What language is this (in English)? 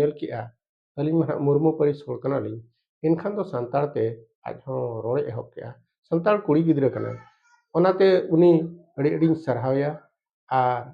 Santali